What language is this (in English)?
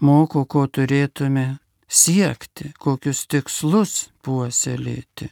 Lithuanian